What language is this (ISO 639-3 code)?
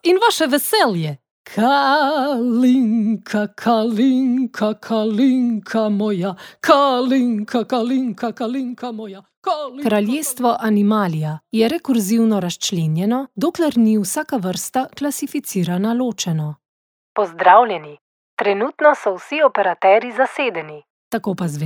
slv